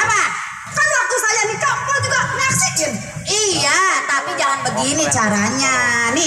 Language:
Betawi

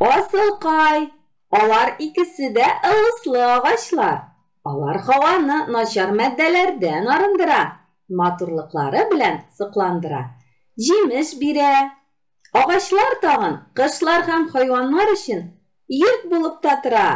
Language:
Tatar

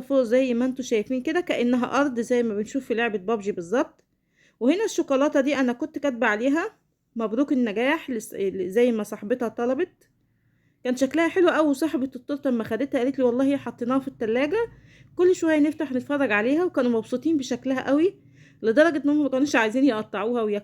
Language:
Egyptian Arabic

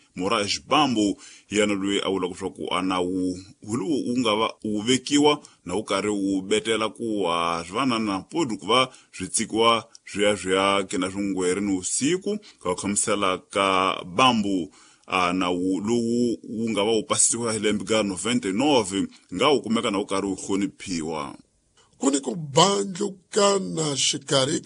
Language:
Tsonga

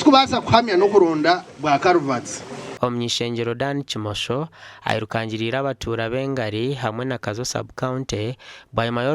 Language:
Nyankole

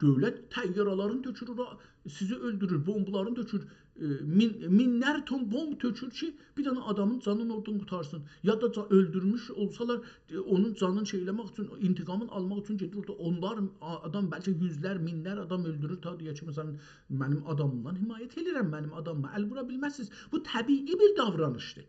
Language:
South Azerbaijani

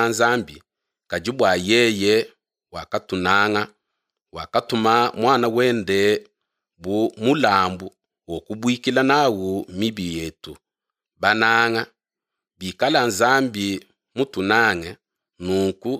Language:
Luba-Lulua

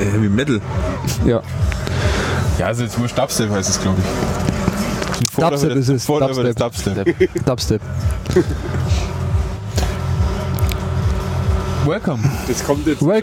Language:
German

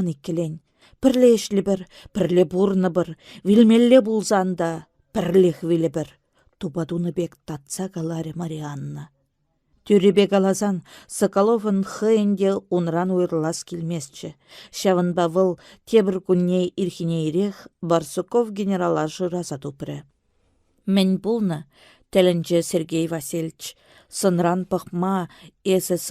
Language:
Chuvash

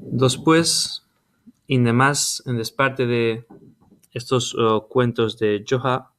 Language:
Ladino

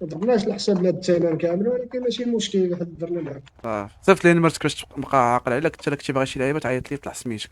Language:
Moroccan Arabic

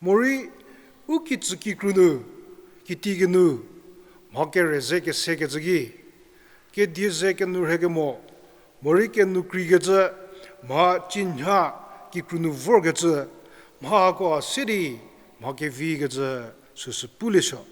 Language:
Angami Naga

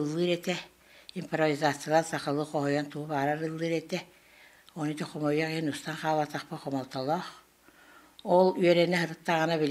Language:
Yakut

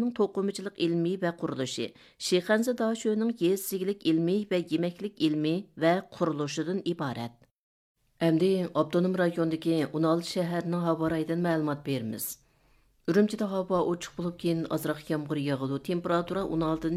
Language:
Uyghur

